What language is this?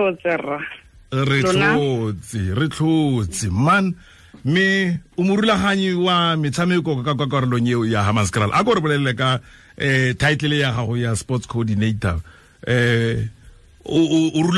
Tswana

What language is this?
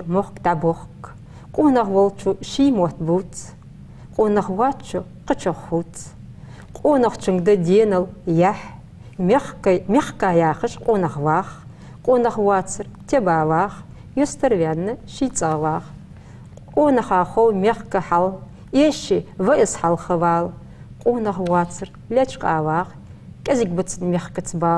Ingush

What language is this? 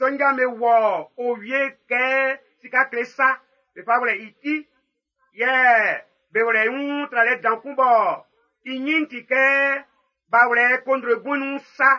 Baoulé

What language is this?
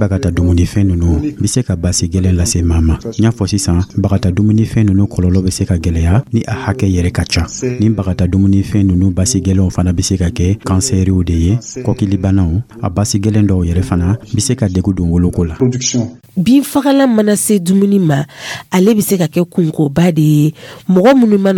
Dyula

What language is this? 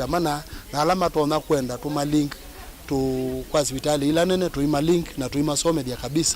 Kamba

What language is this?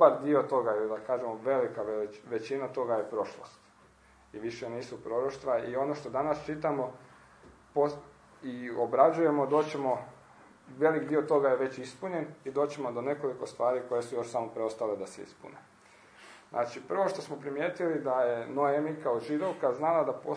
Croatian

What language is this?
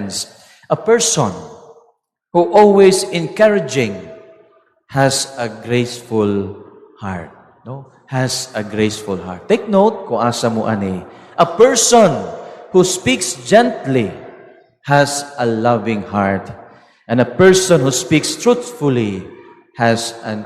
Cebuano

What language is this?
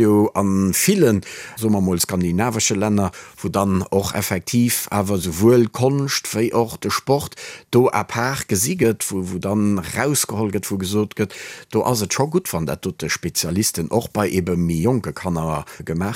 Luxembourgish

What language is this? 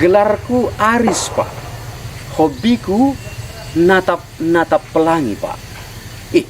Batak Karo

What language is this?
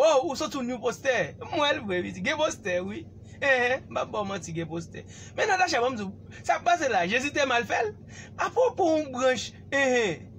Haitian Creole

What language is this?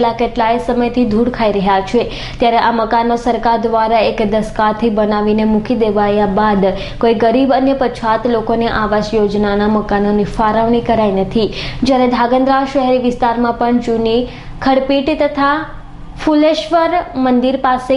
Gujarati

